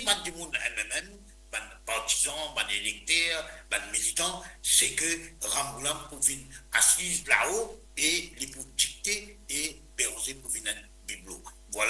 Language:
Morisyen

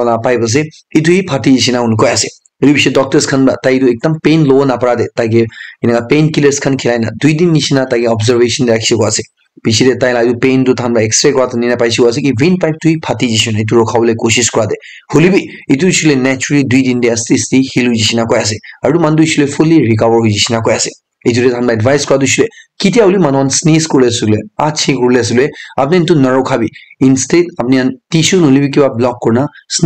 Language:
Naga Pidgin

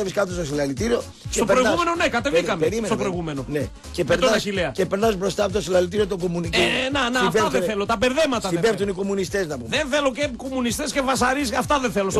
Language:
Greek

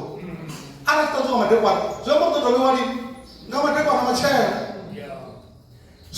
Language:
Venda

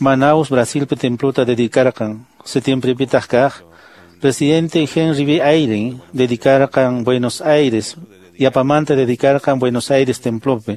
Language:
Quechua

